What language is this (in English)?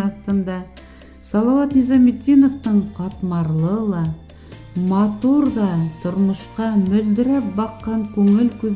Bashkir